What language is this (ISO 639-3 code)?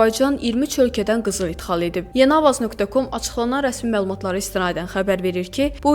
aze